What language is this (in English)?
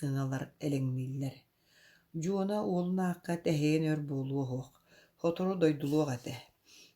Yakut